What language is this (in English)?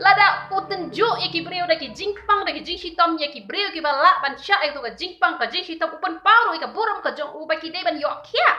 Khasi